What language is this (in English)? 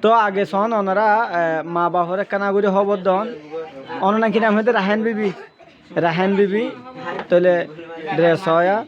Rohingya